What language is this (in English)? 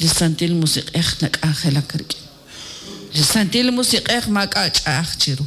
Kekchí